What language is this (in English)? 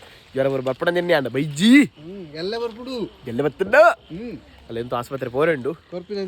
Tulu